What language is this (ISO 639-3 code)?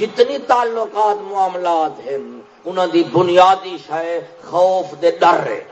skr